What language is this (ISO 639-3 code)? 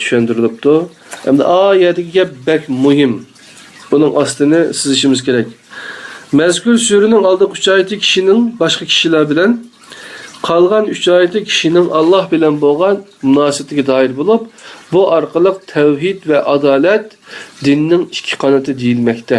uig